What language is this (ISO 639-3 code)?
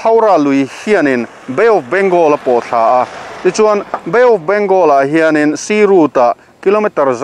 lus